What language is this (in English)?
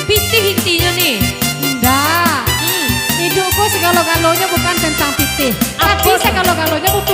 Minangkabau